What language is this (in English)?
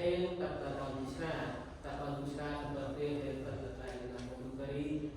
Central Mnong